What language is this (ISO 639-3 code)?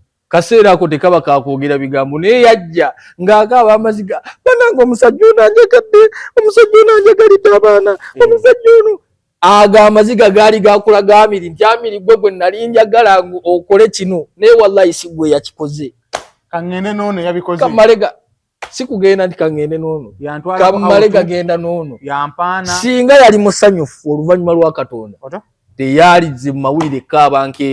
lug